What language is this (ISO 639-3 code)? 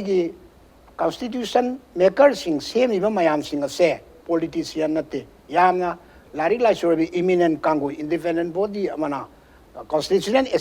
mni